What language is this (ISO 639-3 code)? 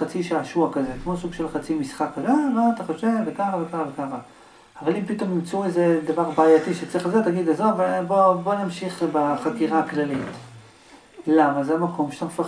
heb